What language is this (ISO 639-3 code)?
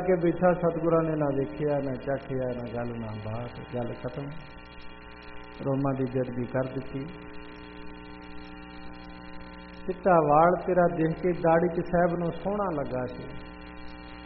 pan